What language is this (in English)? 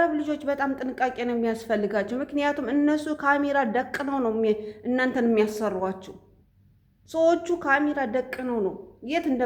Amharic